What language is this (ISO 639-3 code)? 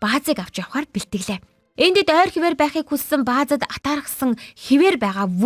mon